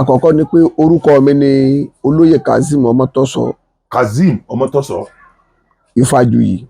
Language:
Yoruba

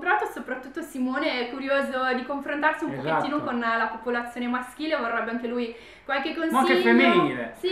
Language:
Italian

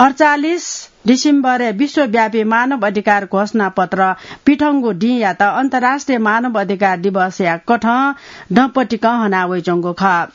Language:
Newari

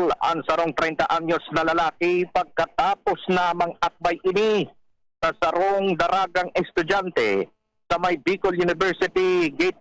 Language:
Bikol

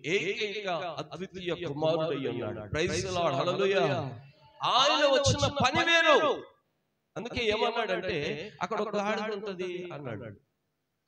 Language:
Telugu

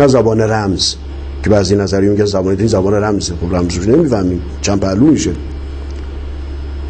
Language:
Persian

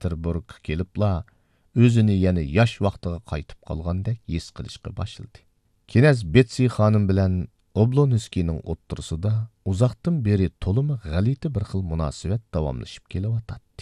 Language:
Uyghur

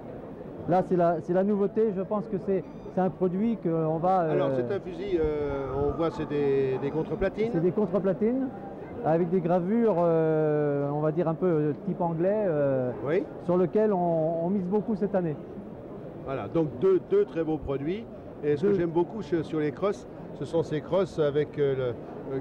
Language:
French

